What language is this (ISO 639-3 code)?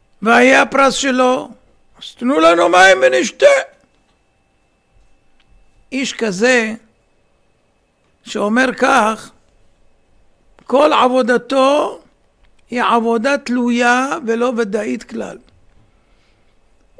heb